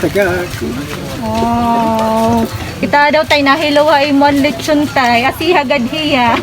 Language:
Waray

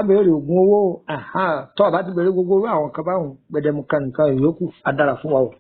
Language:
Yoruba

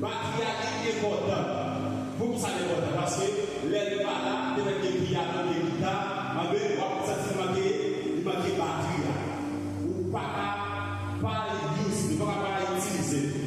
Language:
Haitian Creole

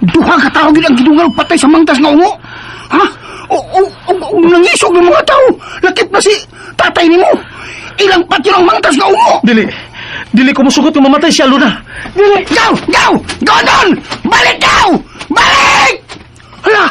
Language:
Cebuano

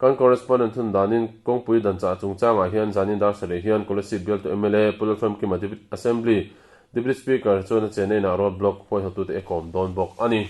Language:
Mizo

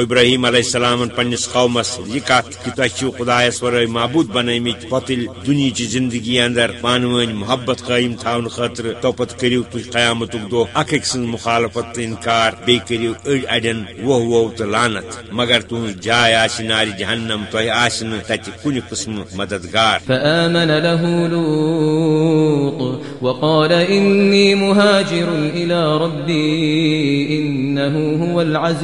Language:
Kashmiri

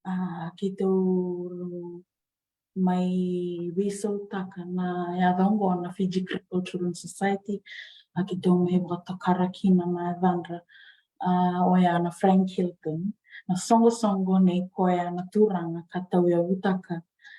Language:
Fijian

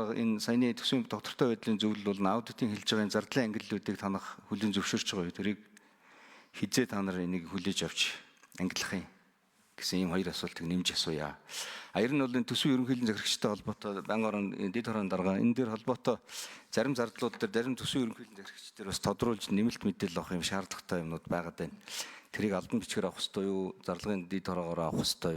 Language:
Mongolian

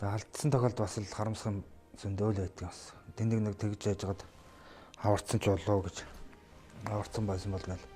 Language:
Mongolian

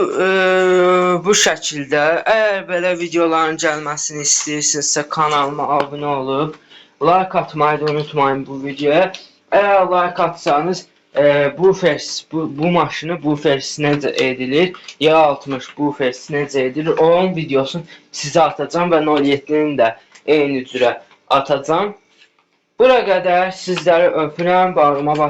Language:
Azerbaijani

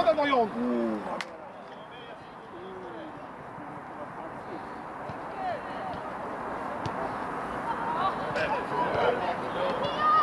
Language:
Swedish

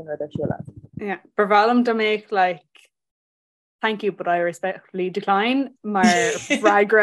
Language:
Irish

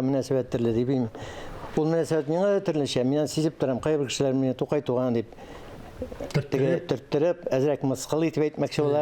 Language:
Tatar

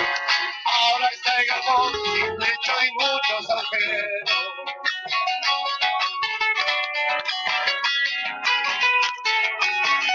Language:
Spanish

